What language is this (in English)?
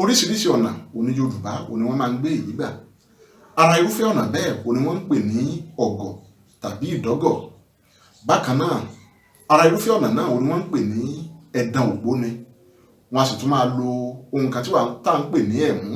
Yoruba